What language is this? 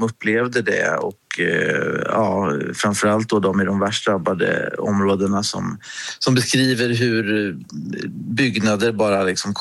Swedish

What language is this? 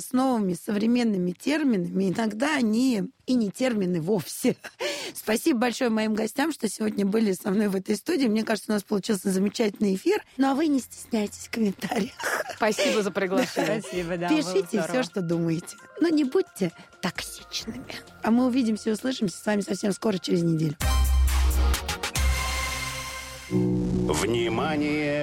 Russian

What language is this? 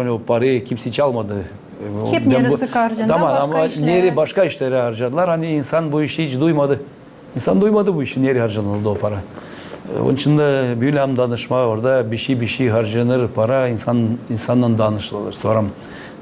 Gagauz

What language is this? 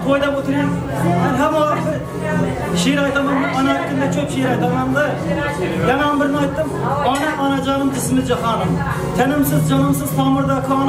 Kara-Kalpak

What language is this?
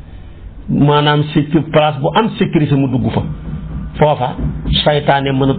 Wolof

